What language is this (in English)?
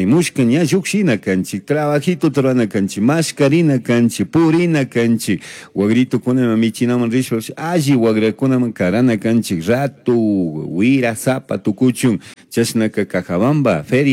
Chimborazo Highland Quichua